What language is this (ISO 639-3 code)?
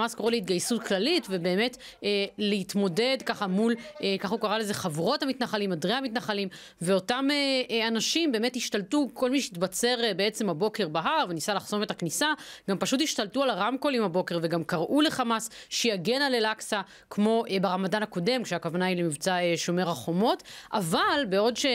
heb